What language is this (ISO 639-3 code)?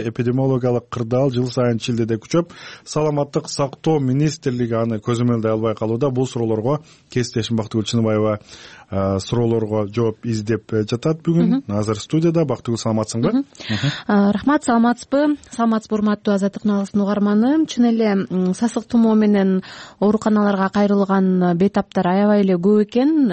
kir